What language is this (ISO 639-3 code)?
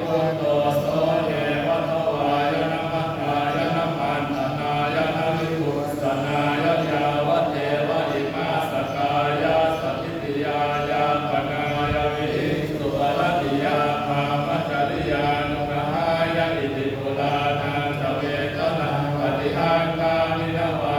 pli